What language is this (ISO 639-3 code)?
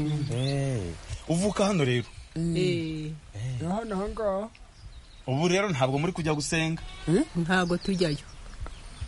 kin